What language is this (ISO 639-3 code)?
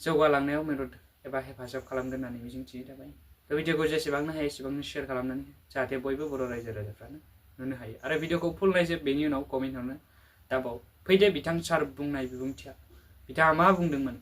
brx